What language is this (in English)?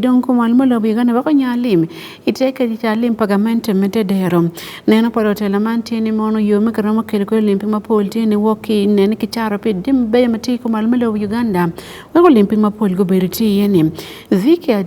Acoli